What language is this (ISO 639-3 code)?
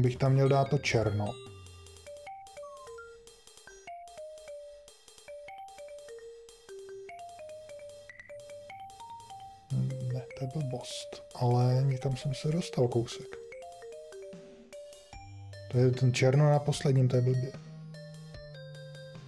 ces